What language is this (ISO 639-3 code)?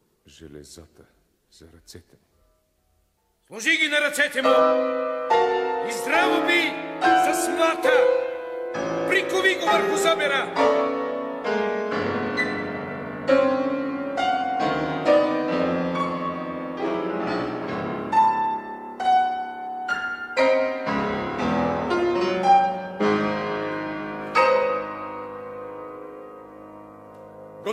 bul